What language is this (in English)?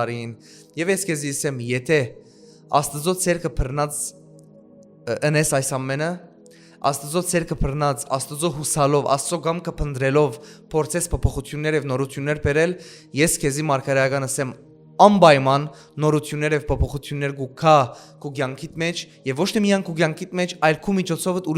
Western Armenian